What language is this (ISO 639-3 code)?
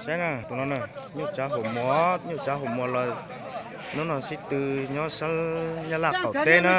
hmn